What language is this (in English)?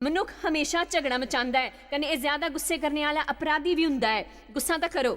Dogri